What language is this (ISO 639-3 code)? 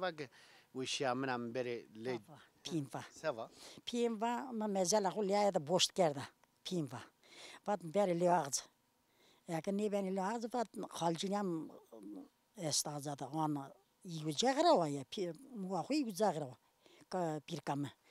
zza